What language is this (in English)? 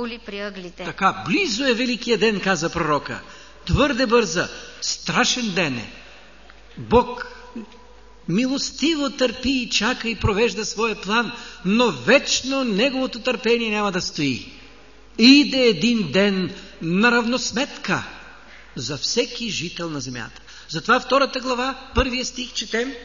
Bulgarian